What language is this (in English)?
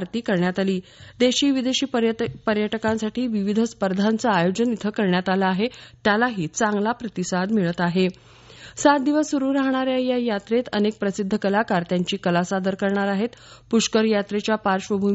Marathi